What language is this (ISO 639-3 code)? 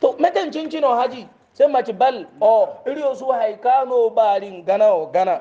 hau